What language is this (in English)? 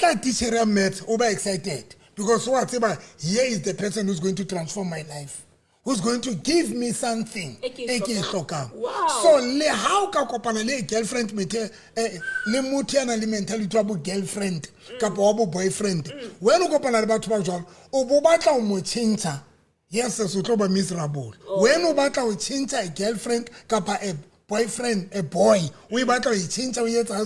Southern Sotho